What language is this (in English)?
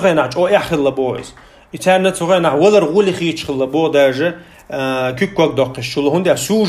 Chechen